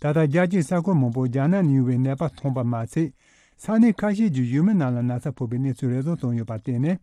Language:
Tibetan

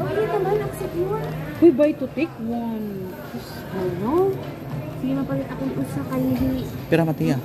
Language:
Waray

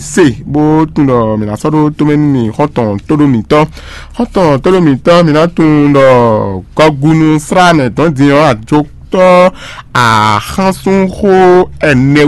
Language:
Fon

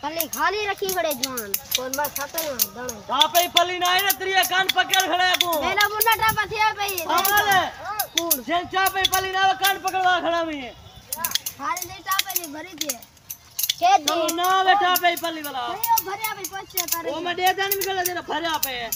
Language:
Saraiki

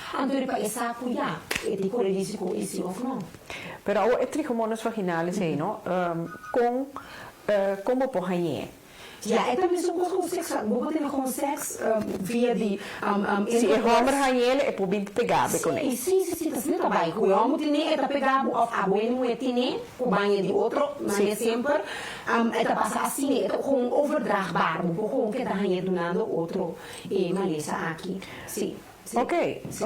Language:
Papiamento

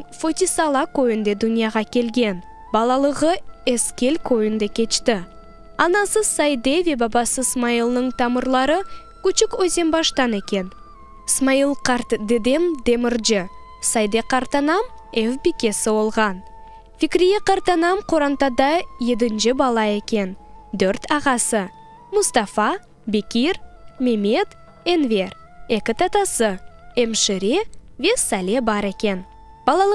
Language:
Crimean Tatar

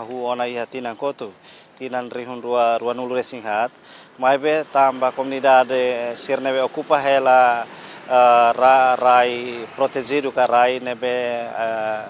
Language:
Tetum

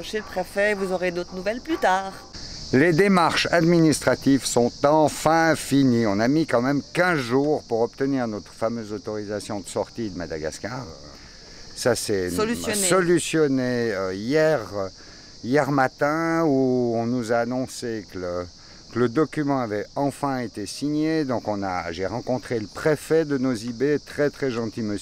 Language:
French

